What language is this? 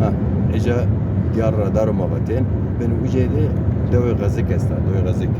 Zaza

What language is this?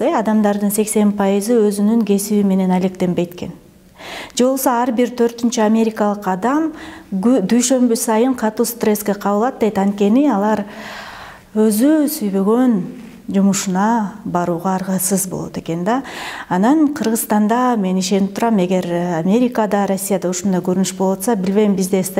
Kyrgyz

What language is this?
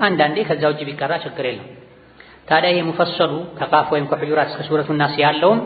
Amharic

